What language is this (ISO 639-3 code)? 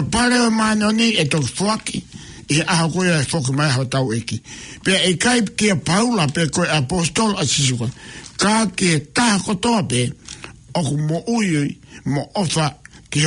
ton